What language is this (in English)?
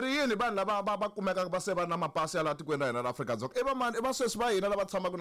Tsonga